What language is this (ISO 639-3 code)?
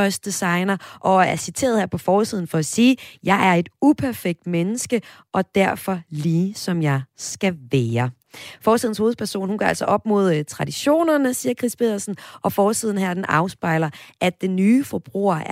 dan